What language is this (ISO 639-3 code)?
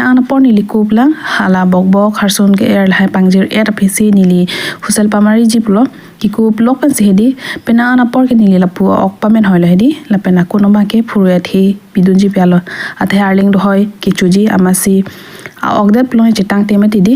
mjw